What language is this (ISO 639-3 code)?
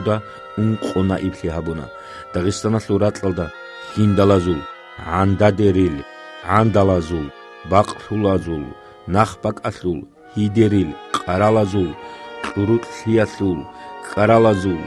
ava